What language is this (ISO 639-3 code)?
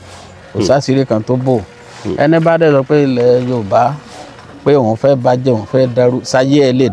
yor